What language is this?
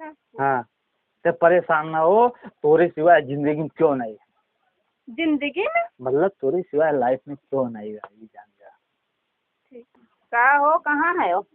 Awadhi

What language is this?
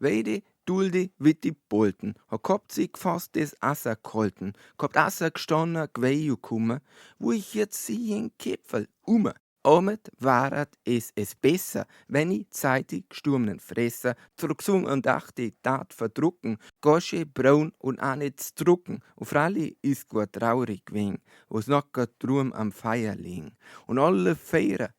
Bavarian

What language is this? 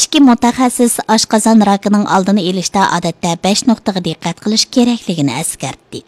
Uyghur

